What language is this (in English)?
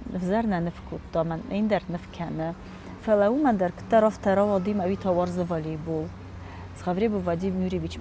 Ossetic